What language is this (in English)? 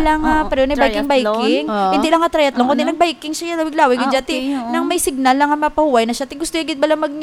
Hiligaynon